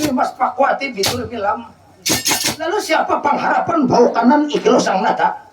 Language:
Banjar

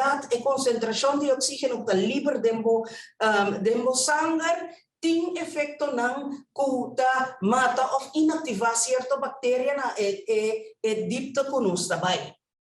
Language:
Papiamento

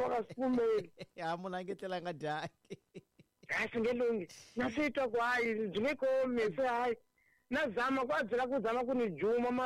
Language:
Tsonga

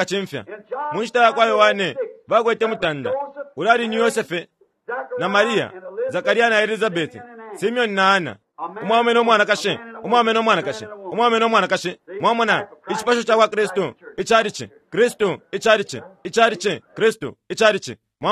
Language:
Bemba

